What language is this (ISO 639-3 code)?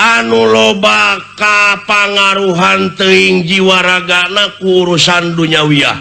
sun